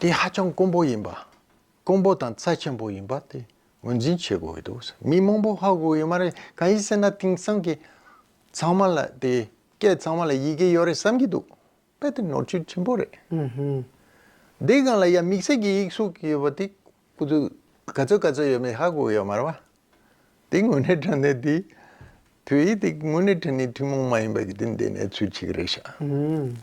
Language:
Tibetan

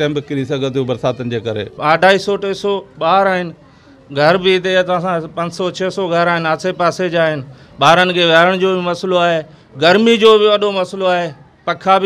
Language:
Sindhi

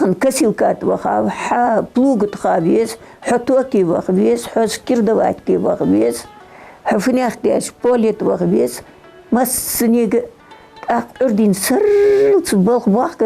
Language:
Ingush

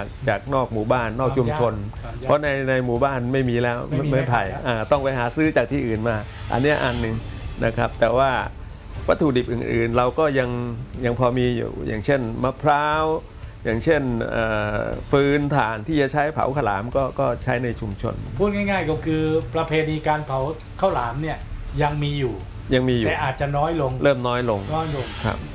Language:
Thai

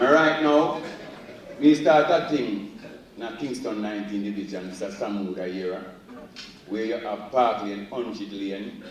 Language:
Jamaican Creole English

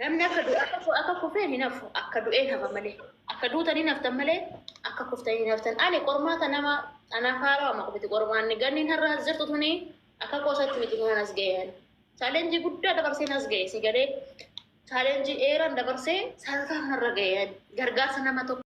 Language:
Oromo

